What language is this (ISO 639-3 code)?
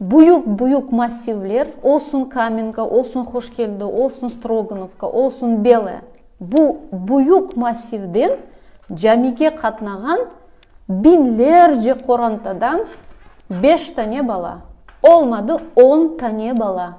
crh